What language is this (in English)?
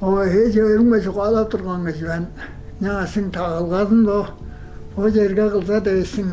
Tuvinian